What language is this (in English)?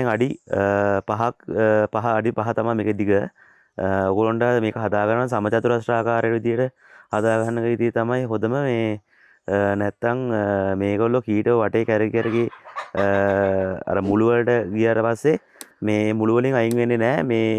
Sinhala